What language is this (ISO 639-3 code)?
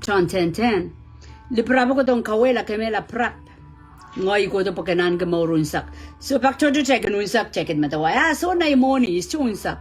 pon